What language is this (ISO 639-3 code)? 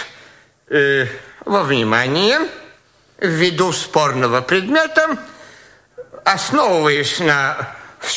rus